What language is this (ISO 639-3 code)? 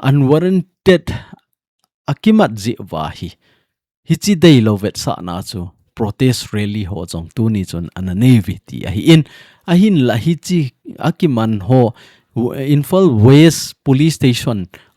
tcz